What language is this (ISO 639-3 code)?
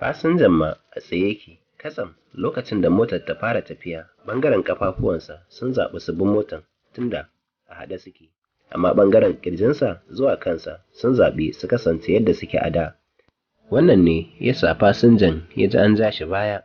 hau